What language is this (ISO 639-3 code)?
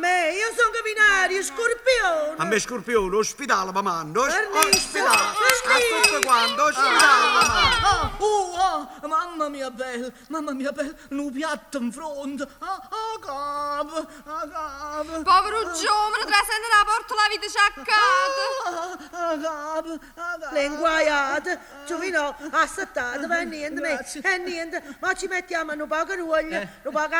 nap